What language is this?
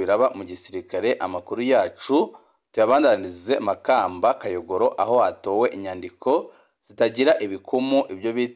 Rundi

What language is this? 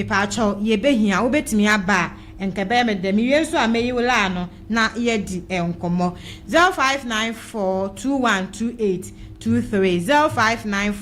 Akan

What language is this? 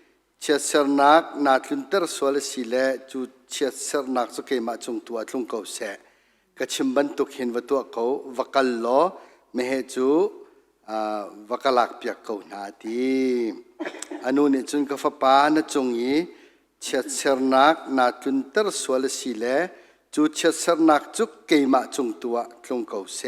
Hakha Chin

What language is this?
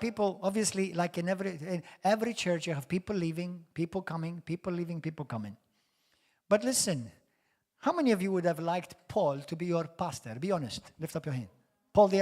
English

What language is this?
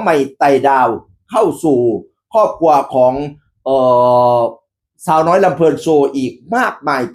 Northeastern Thai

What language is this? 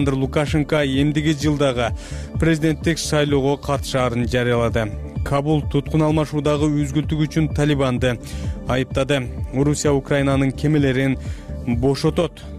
Kyrgyz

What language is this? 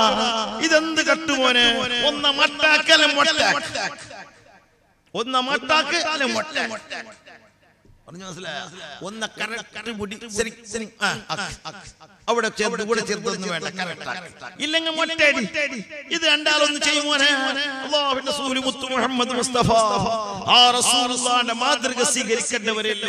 Malayalam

